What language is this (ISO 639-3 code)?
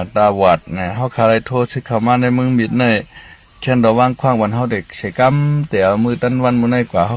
shn